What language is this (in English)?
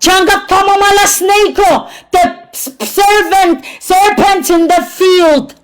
Pohnpeian